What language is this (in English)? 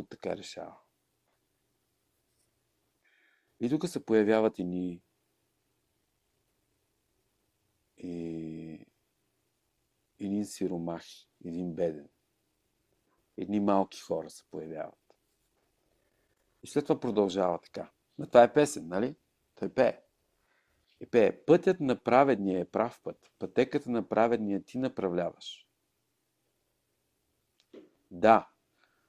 Bulgarian